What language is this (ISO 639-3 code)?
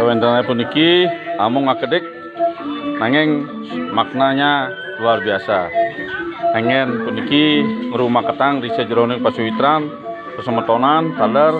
ban